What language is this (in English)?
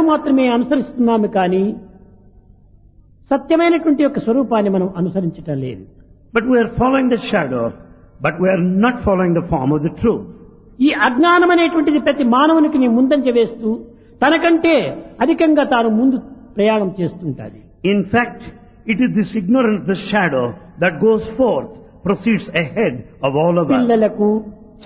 Telugu